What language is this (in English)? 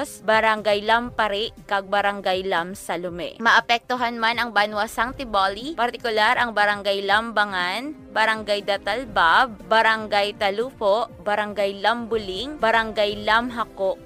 Hiligaynon